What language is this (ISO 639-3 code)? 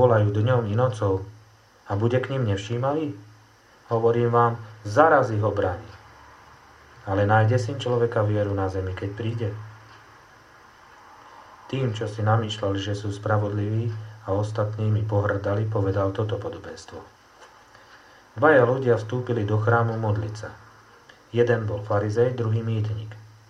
slk